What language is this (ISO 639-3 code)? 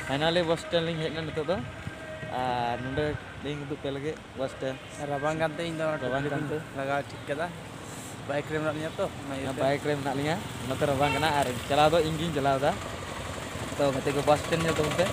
sat